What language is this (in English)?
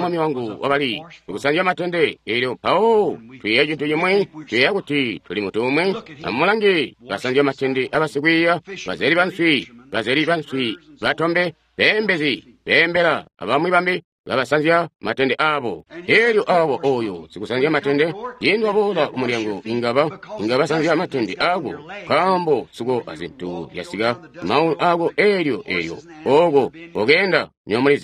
Tonga (Zambia)